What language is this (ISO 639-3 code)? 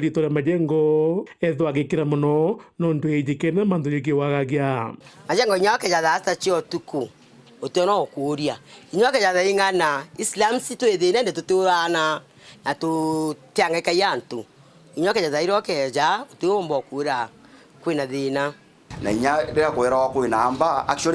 mer